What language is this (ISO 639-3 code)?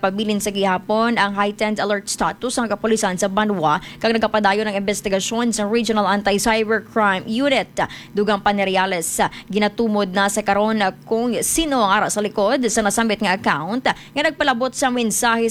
hil